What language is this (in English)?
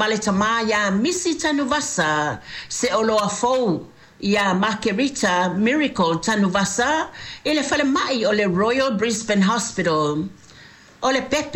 Samoan